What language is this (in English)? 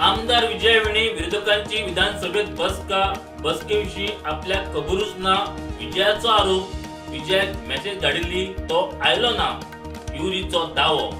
Konkani